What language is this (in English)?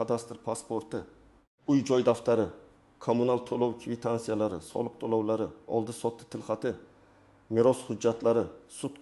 Uzbek